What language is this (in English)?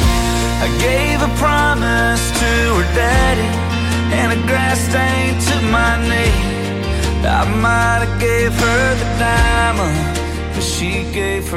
English